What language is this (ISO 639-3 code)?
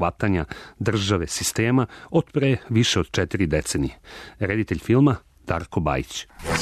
srp